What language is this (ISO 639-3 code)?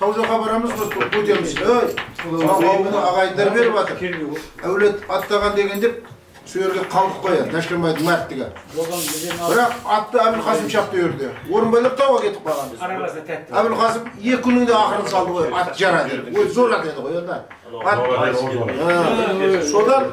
kaz